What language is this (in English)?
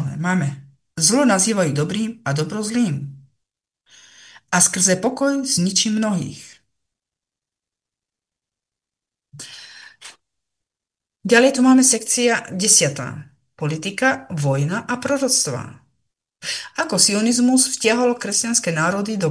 Slovak